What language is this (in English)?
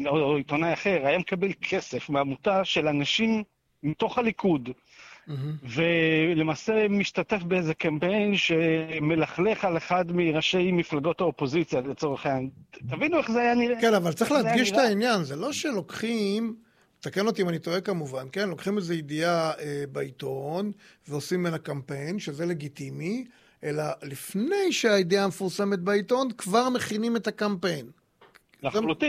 Hebrew